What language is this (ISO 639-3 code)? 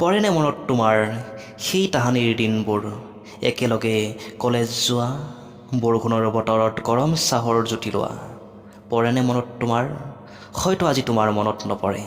asm